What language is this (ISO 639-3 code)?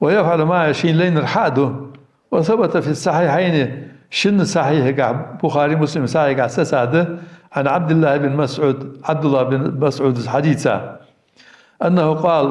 inh